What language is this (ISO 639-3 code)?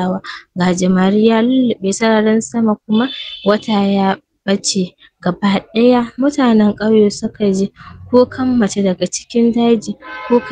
hau